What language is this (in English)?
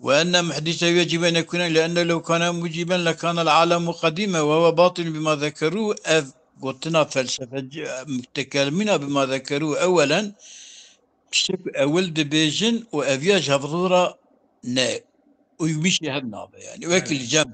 Kurdish